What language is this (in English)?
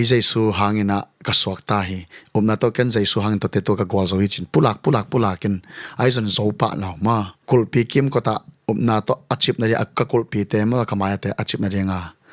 Tedim Chin